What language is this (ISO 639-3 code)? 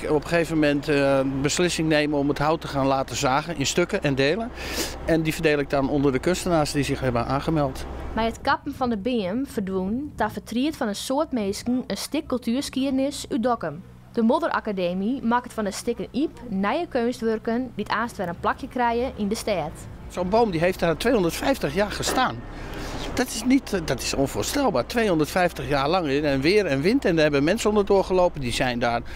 fry